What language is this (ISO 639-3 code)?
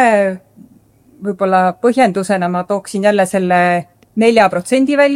est